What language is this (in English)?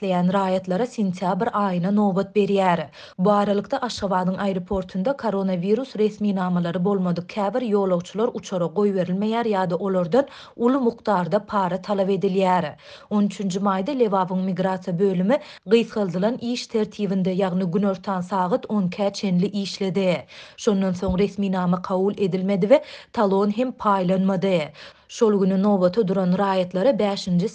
Turkmen